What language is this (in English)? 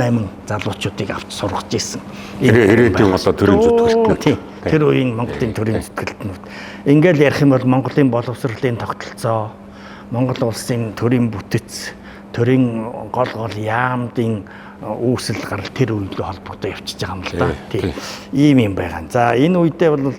Mongolian